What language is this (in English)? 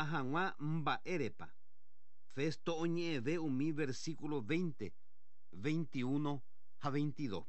Guarani